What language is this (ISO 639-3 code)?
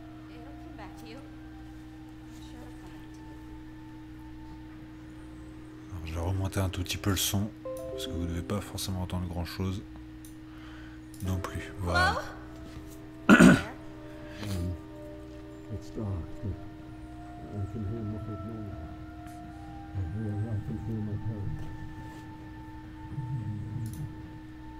fra